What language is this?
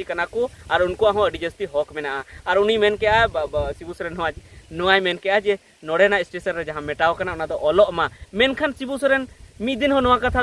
Santali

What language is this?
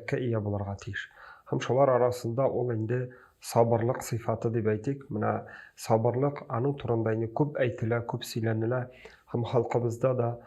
Tatar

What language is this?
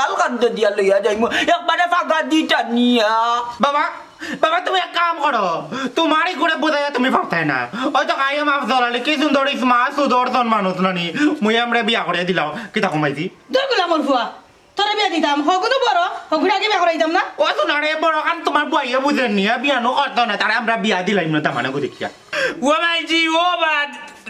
Sylheti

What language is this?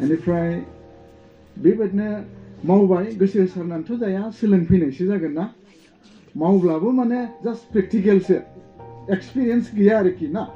Bodo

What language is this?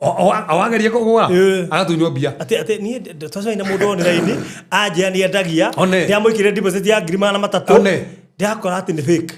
Kikuyu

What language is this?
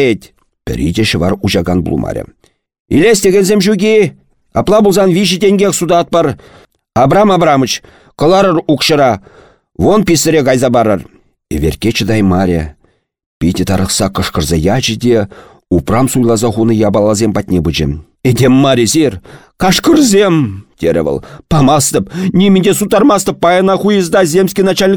Chuvash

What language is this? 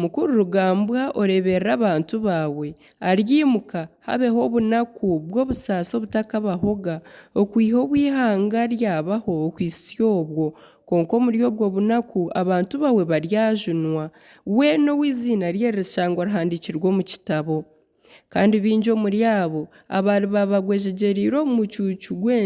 Nyankole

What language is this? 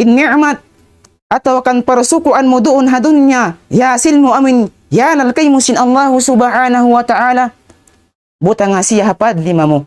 Tausug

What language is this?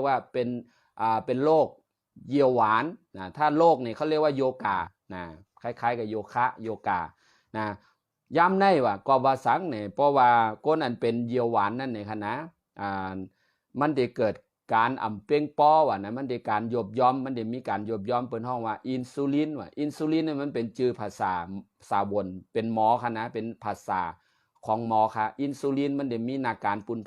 Shan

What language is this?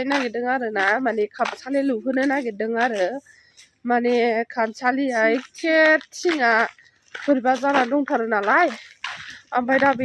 Bodo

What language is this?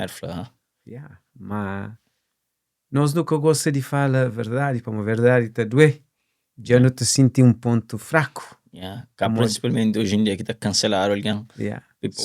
Kabuverdianu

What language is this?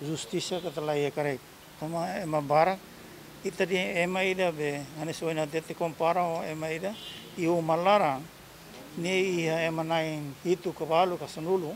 Tetum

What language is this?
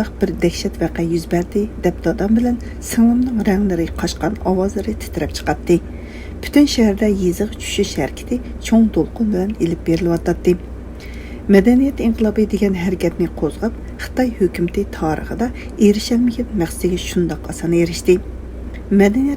Uyghur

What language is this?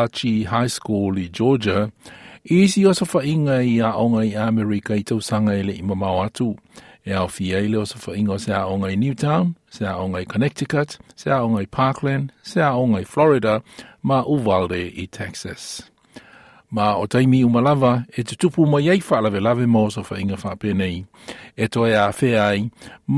Samoan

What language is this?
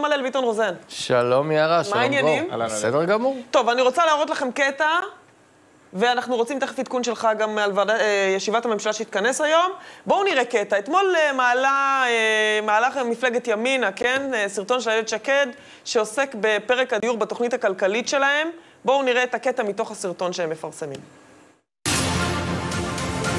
Hebrew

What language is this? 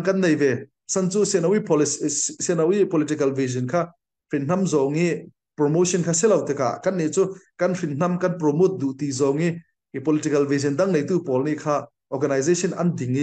Falam Chin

